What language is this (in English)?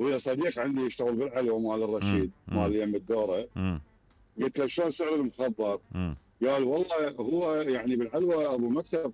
Mesopotamian Arabic